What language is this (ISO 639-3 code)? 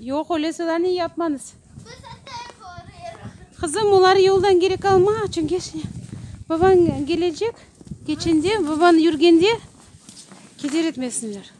crh